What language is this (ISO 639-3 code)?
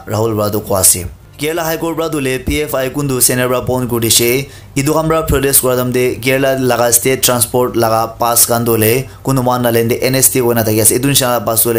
nag